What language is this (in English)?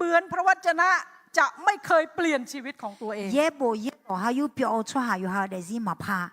Akha